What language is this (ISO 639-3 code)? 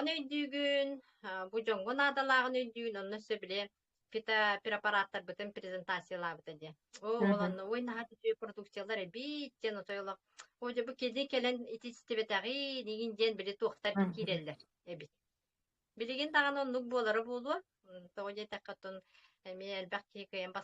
sah